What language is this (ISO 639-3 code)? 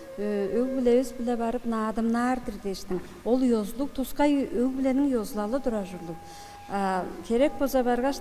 tyv